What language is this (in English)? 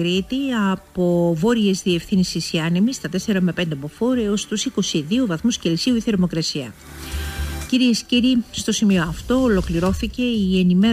Greek